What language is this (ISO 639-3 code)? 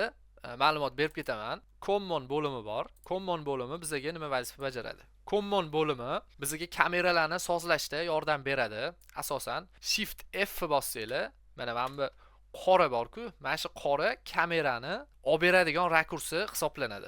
uzb